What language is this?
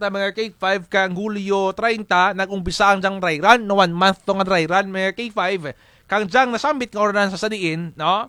Kinaray-a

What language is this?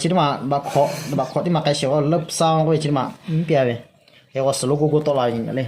Lahu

